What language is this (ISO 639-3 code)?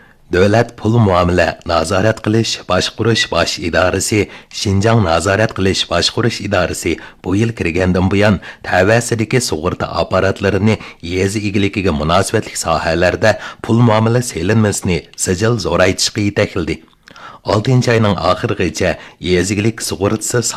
uig